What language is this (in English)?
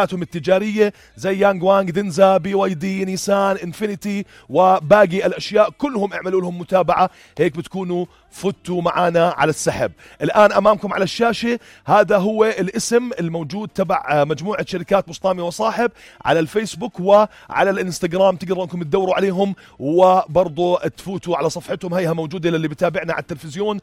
North Levantine Arabic